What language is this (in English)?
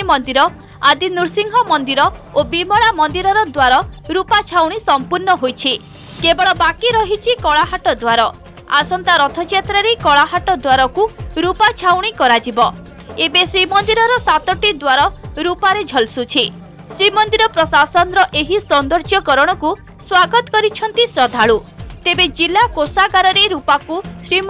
Odia